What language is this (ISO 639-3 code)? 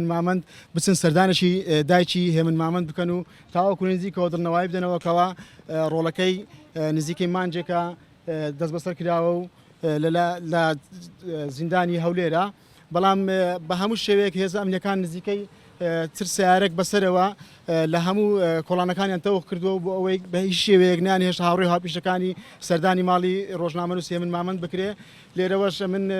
ckb